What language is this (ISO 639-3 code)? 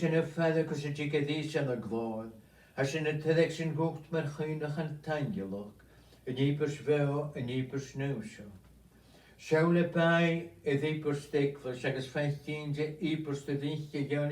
gla